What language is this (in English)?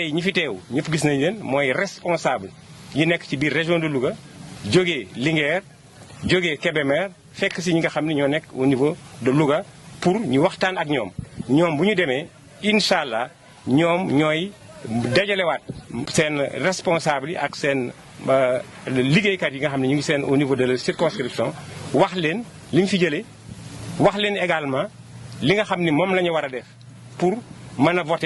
Wolof